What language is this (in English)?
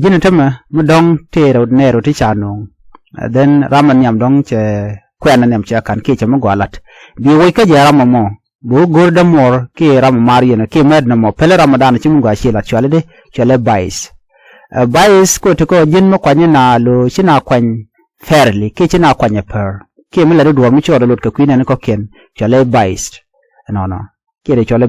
Nuer